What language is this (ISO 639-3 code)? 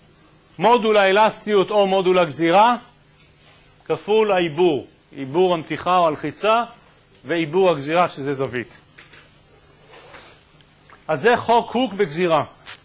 heb